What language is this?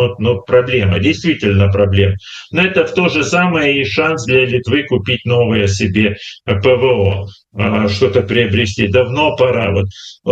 Russian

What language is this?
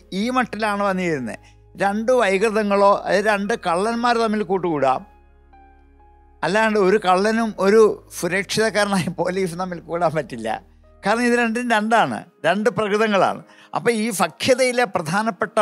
Malayalam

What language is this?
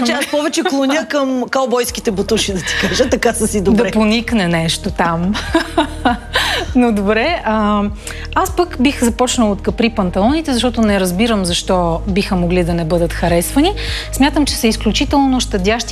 Bulgarian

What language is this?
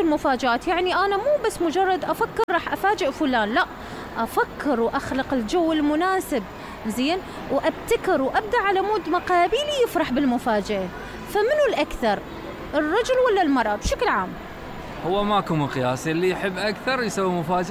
Mesopotamian Arabic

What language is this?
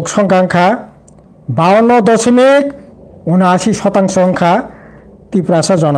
Kok Borok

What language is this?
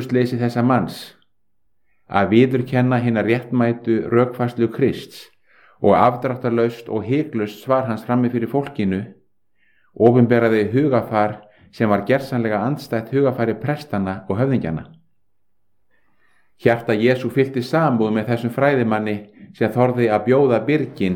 Icelandic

